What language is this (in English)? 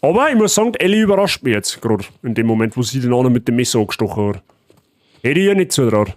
Bavarian